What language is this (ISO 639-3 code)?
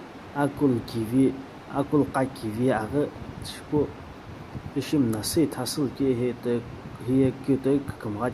nsm